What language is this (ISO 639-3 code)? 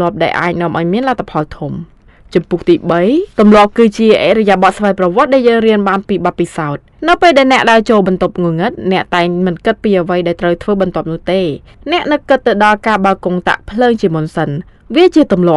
khm